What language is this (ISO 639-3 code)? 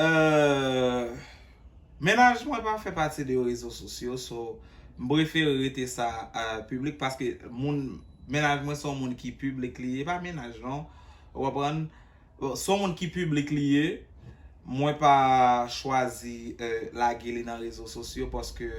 hat